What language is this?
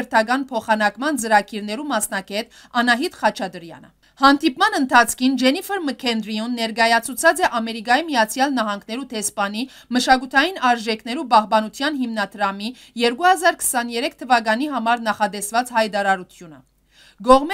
Western Armenian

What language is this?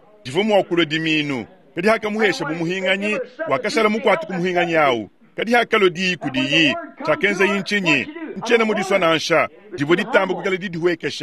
Luba-Lulua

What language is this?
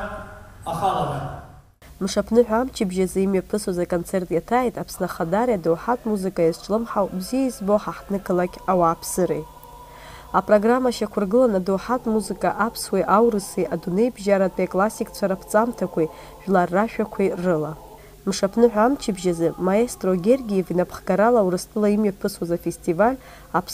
Abkhazian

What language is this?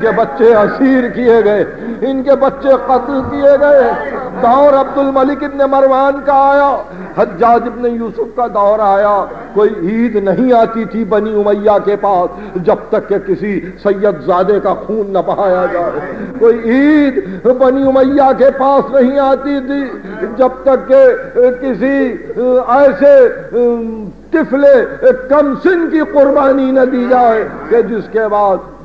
Urdu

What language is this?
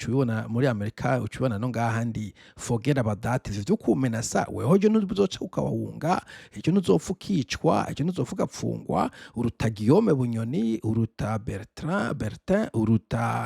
Rundi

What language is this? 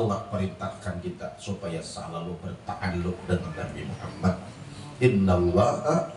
Banjar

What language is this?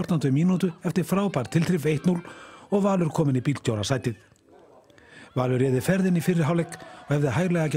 Icelandic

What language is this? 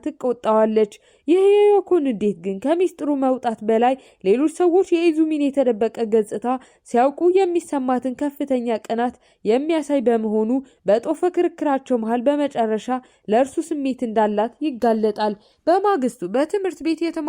Amharic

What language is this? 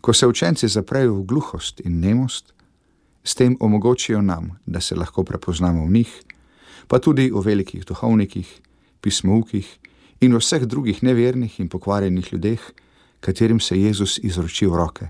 Slovenian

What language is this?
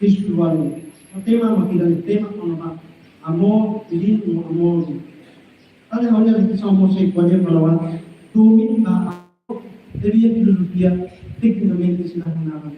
Tetum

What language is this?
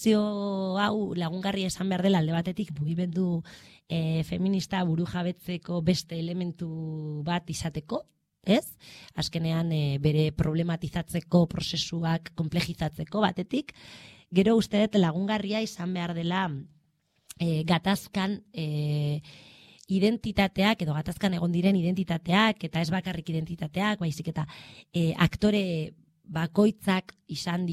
Basque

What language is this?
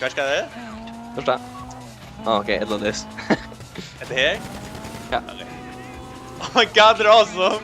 Faroese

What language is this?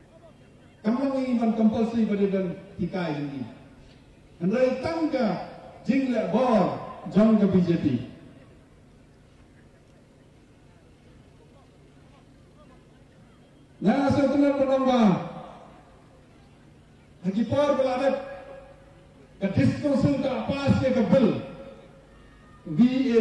Khasi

